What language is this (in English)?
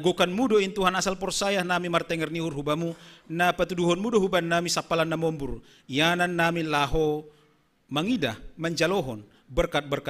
Batak Simalungun